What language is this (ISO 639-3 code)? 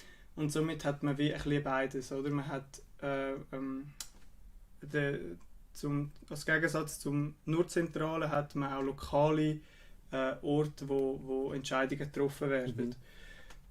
gsw